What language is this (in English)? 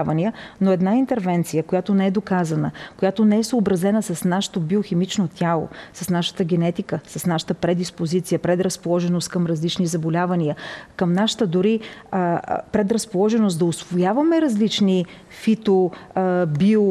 Bulgarian